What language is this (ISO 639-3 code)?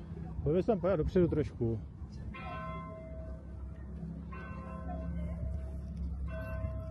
ces